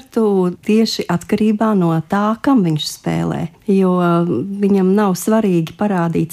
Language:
Latvian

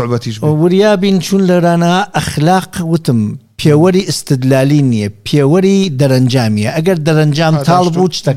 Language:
Central Kurdish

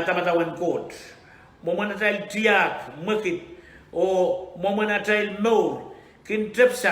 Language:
Pohnpeian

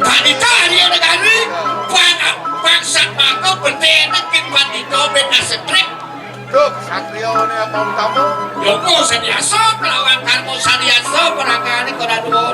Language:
Balinese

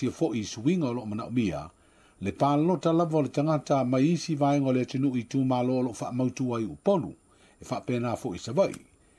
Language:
Samoan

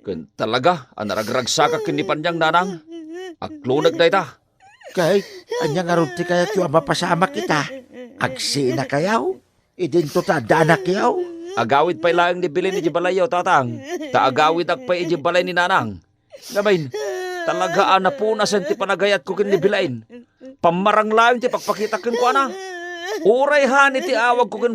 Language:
Iloko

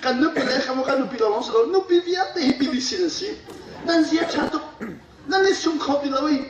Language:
Hakha Chin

